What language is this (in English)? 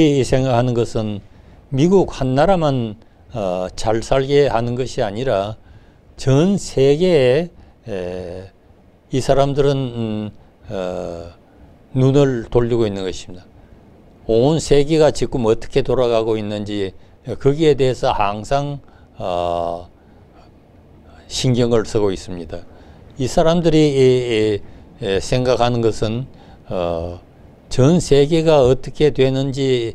Korean